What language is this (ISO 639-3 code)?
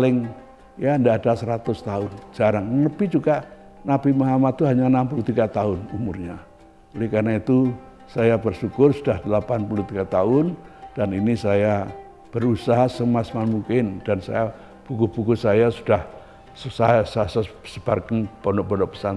ind